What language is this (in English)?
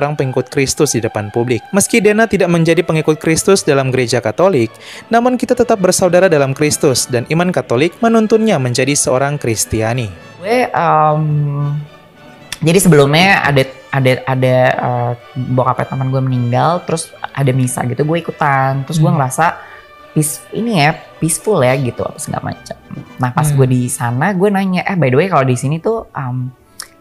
Indonesian